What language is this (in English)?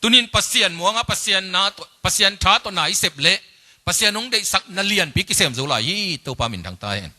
Tedim Chin